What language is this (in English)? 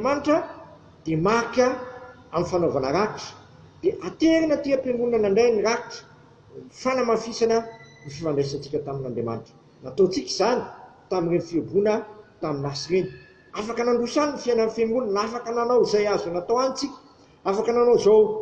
Malagasy